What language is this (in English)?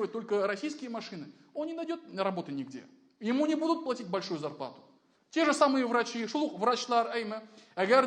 Tatar